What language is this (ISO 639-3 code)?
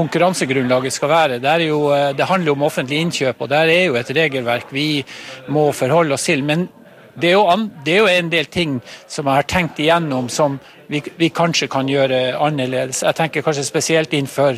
nor